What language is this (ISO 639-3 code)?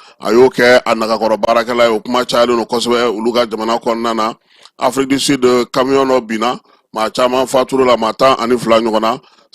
bam